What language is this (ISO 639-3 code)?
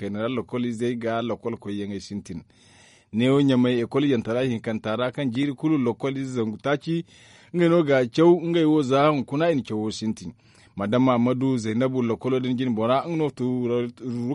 dje